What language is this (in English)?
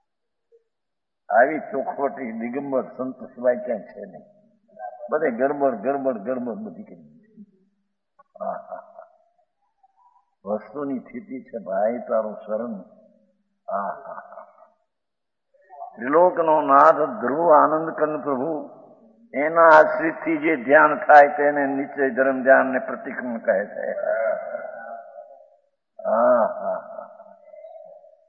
Gujarati